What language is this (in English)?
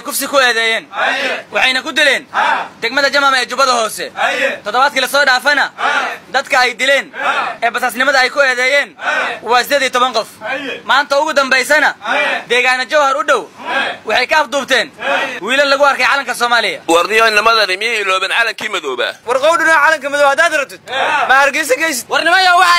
Somali